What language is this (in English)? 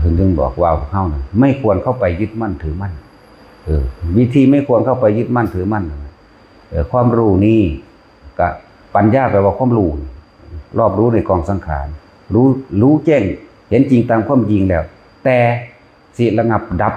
Northeastern Thai